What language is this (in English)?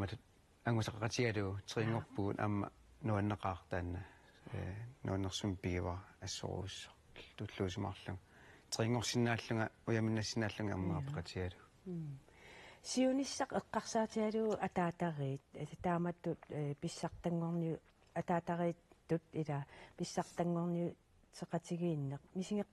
Kalaallisut